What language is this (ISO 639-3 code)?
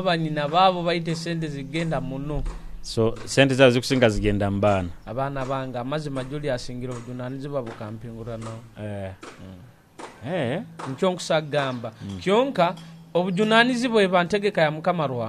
nyo